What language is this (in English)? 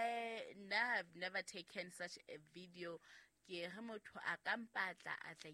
Southern Sotho